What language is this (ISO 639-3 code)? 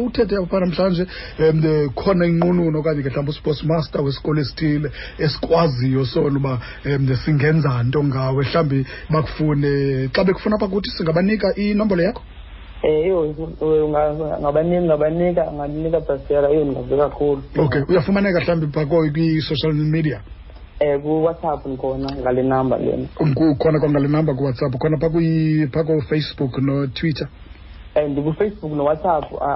xho